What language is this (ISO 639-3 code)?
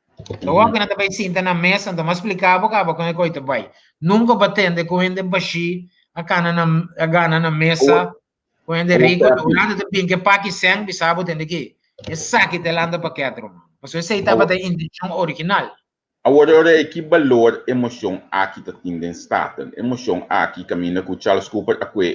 pap